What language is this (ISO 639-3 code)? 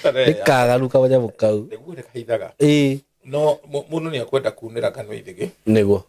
kik